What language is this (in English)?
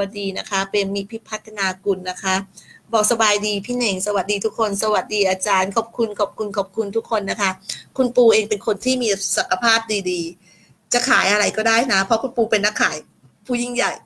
Thai